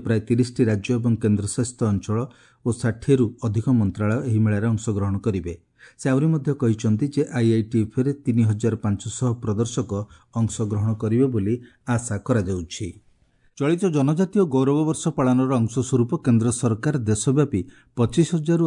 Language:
Odia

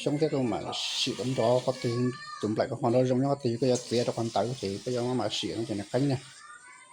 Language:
Hmong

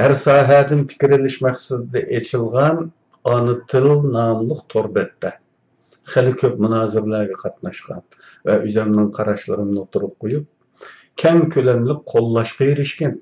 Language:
Uyghur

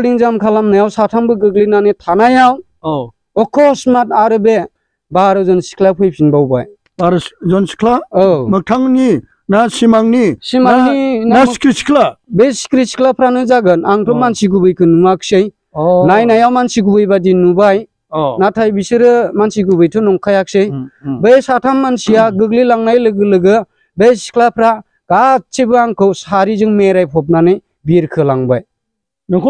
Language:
Bodo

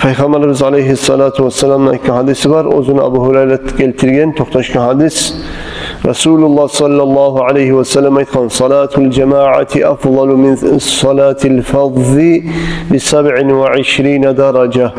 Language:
Kumyk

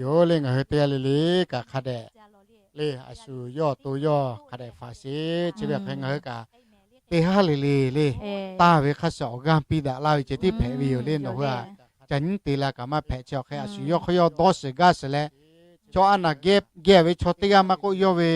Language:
Lahu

